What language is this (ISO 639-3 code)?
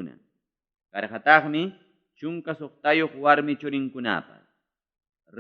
quy